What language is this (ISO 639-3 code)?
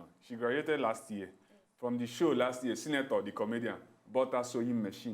pcm